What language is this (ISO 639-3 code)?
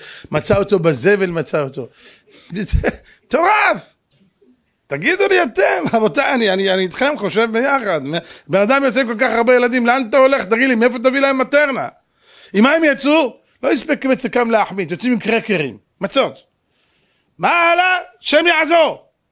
heb